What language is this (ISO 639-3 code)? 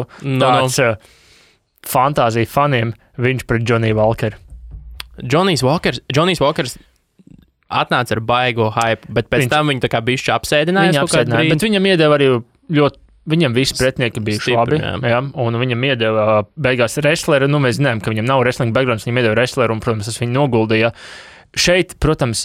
lav